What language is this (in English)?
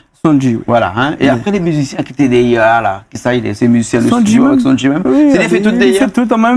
Réunion Creole French